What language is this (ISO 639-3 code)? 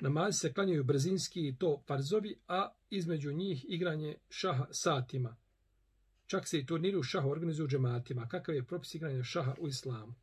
bos